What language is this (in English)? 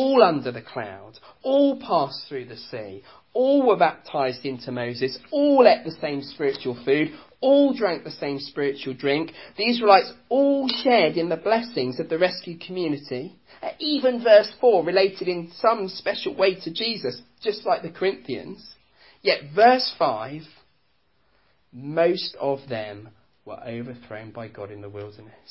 English